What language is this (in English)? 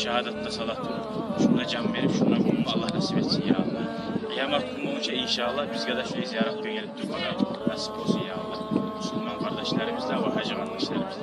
Kumyk